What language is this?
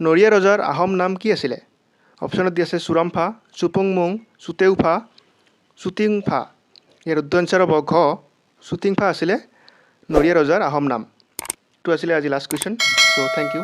Assamese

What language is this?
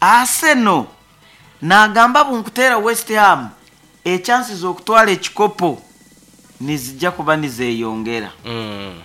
Nyoro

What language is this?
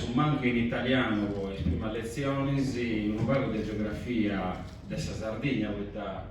Sardinian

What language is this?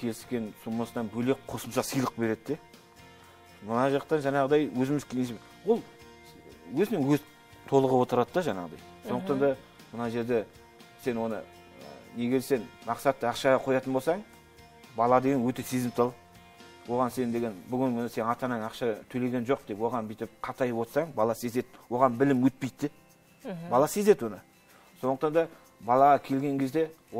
Kazakh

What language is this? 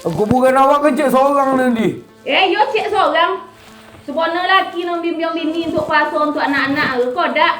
Minangkabau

